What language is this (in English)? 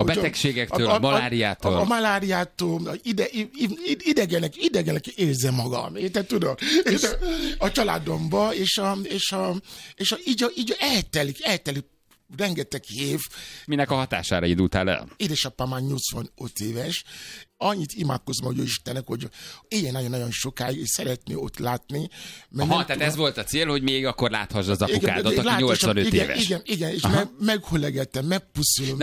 Hungarian